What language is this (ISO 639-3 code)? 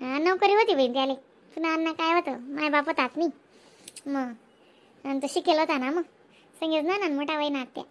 khn